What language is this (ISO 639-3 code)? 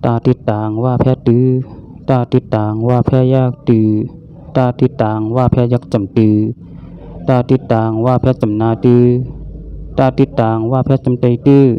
shn